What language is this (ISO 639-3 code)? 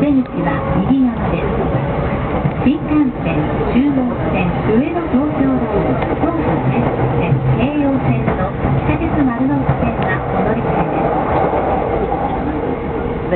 jpn